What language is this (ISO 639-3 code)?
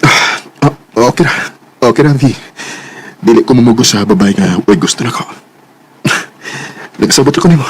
ceb